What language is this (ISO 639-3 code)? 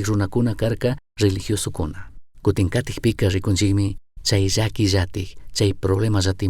qug